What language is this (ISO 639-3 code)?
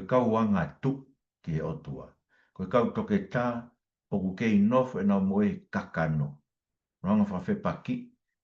ton